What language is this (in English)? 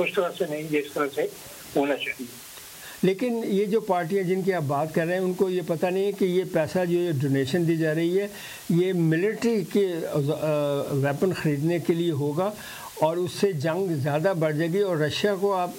Urdu